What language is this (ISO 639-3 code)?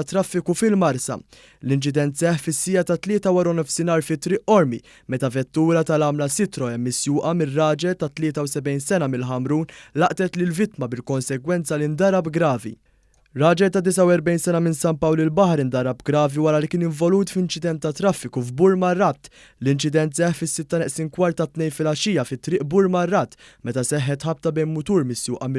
mlt